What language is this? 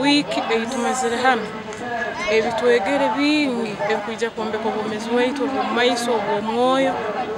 Nyankole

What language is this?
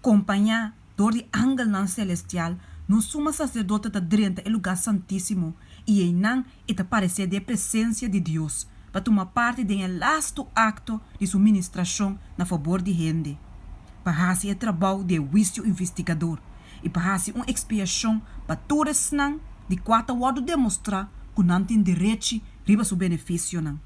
Papiamento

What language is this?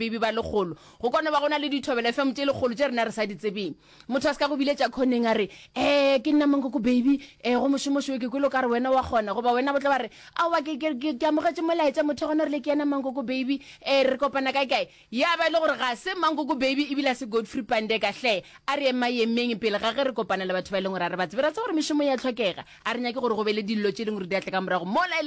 Northern Sotho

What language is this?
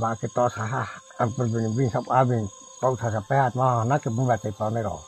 Riang (India)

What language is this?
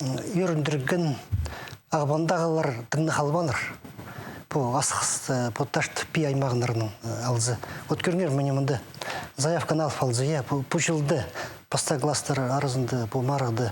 Khakas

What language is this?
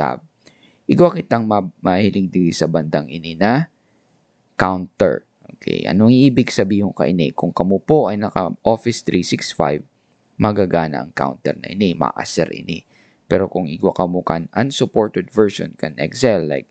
Bikol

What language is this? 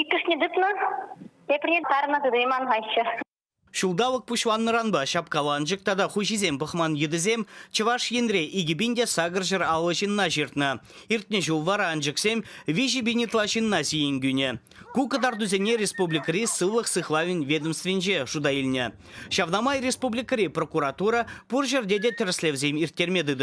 Chuvash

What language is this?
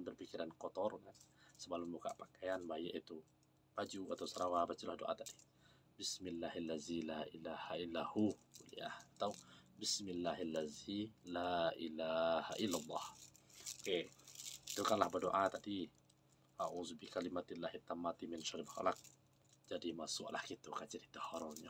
Minangkabau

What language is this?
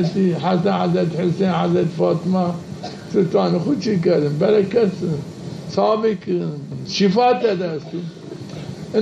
Zaza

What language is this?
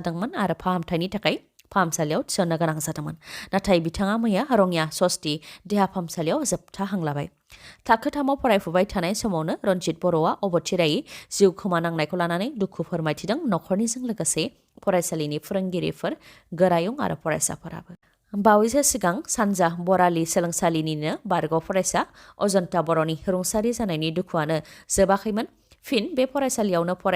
Bodo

